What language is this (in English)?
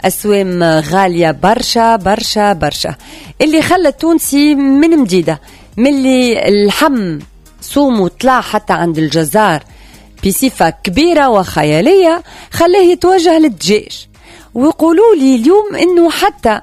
Tunisian Arabic